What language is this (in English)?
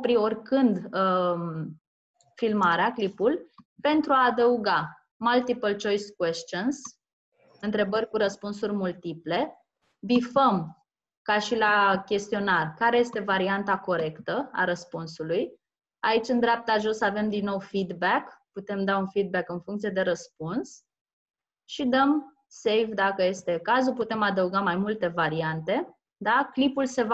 Romanian